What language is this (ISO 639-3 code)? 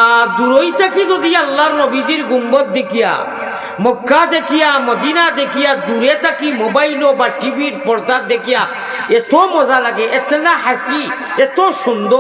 syl